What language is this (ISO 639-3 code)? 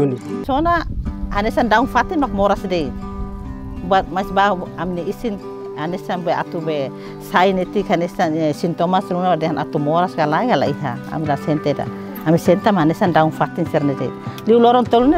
tet